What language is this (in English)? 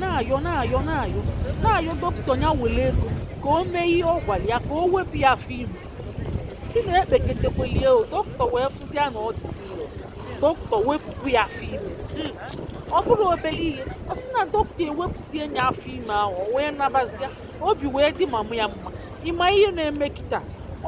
Igbo